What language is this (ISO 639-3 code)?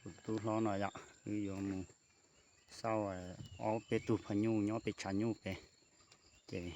hmn